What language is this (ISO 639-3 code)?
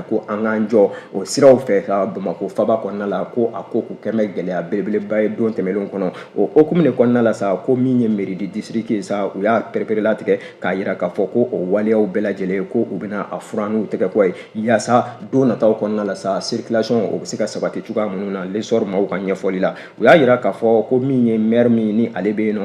bam